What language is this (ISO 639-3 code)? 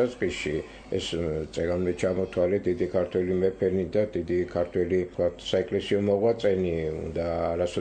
kat